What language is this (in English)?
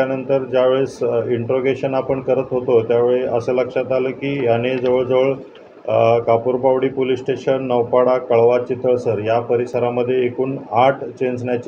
Marathi